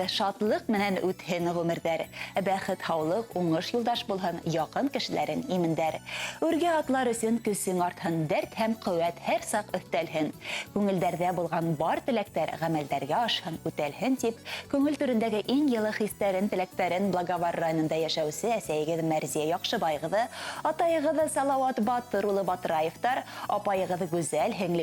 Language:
Bashkir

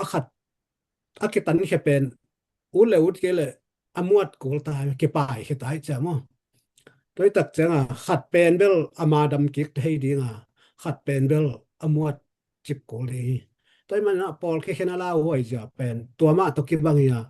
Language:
Tedim Chin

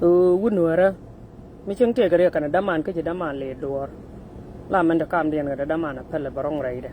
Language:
Nuer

